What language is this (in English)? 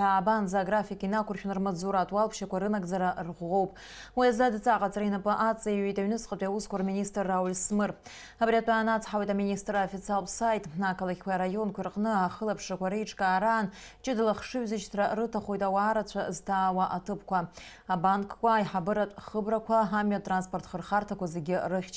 Abkhazian